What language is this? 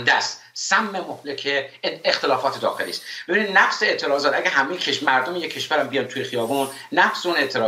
Persian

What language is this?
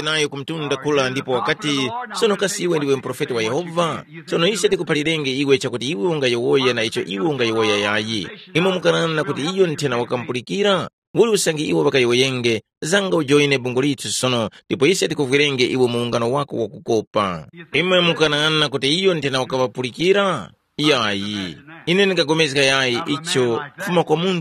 Tumbuka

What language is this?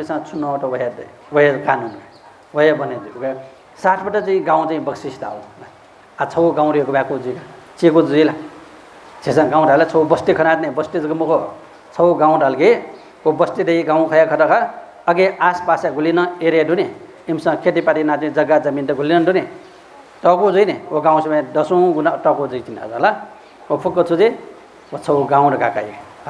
Newari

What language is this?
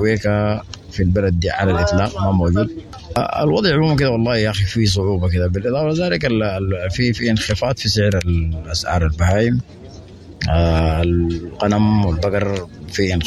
Sudanese Arabic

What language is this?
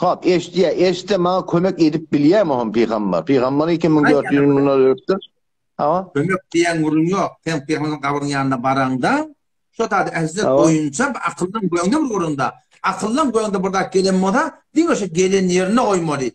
Turkmen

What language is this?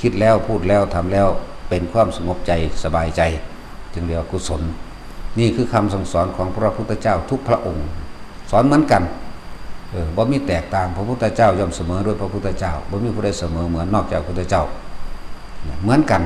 Lao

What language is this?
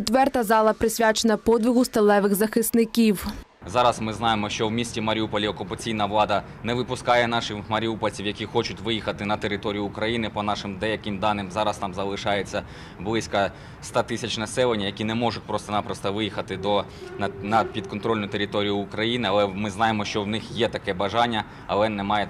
Ukrainian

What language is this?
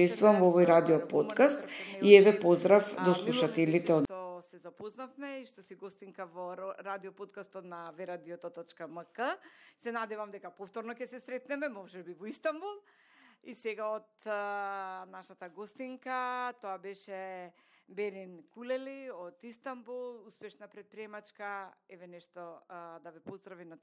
Macedonian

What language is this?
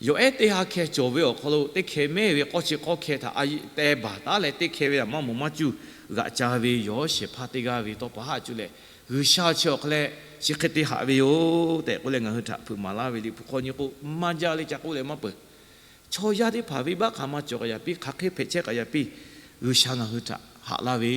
Lahu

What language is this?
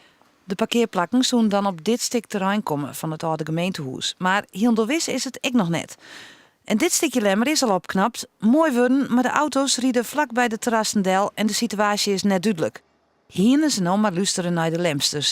Western Frisian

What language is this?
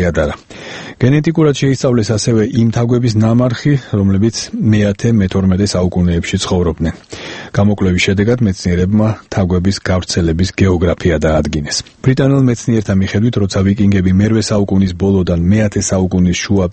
Georgian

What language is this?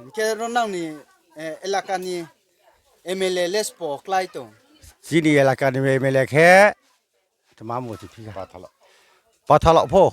Riang (India)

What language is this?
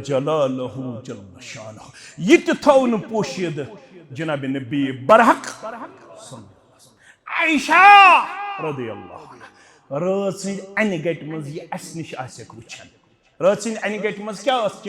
Kashmiri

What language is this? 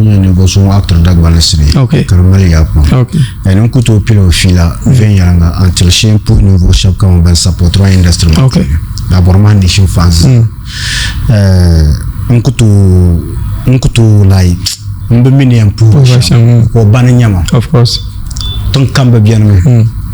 Dagbani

